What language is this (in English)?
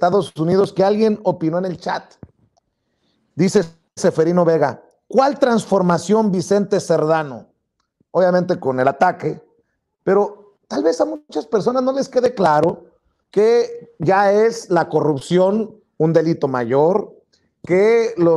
Spanish